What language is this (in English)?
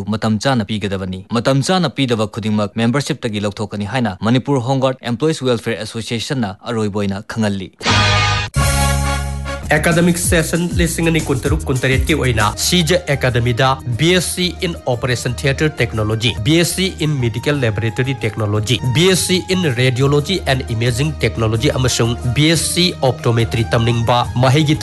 Manipuri